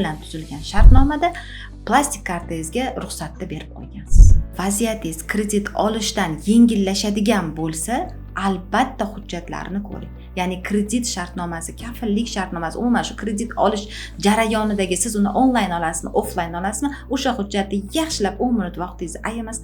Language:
Uzbek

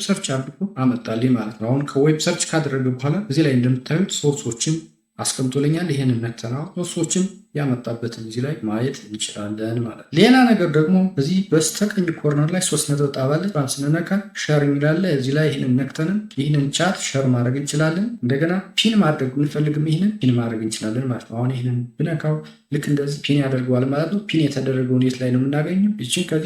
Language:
Amharic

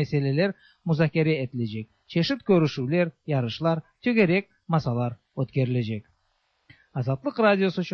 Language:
Tatar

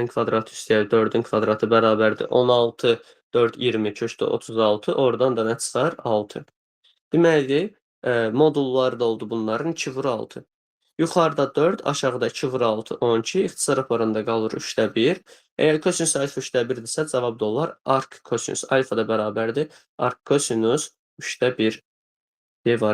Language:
Azerbaijani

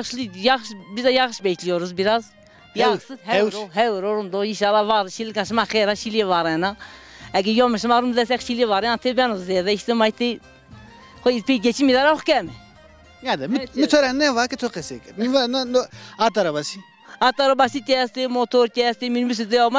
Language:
Zaza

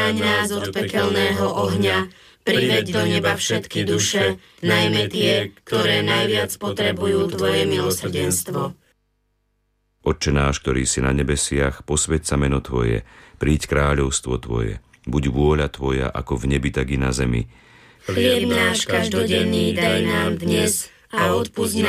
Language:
Slovak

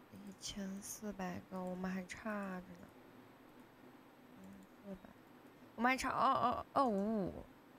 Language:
Chinese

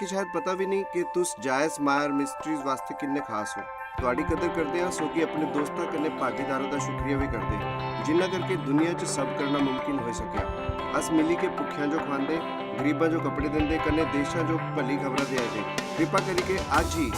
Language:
Dogri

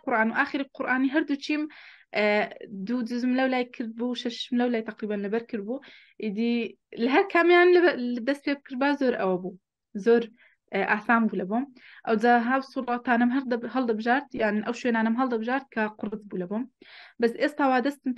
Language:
Central Kurdish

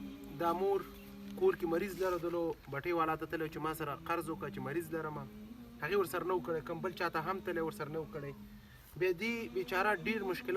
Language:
Pashto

